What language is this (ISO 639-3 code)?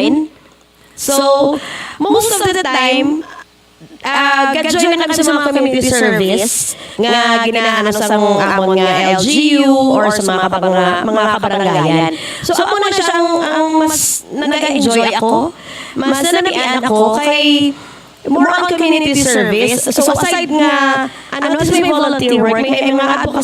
hil